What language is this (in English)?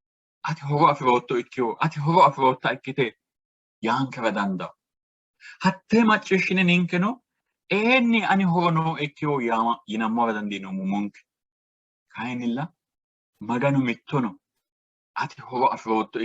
Sidamo